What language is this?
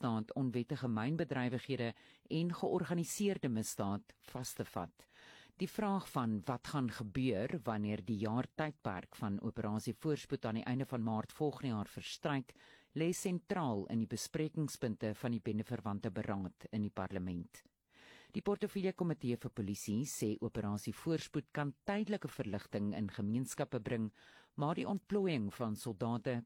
Afrikaans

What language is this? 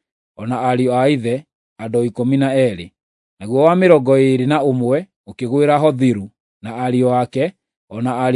Kikuyu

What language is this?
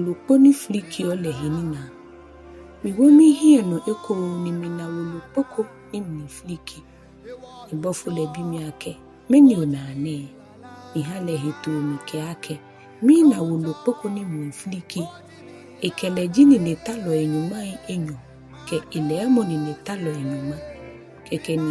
Ga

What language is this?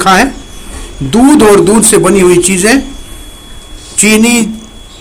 Hindi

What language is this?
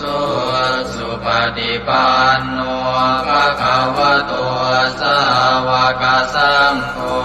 Pali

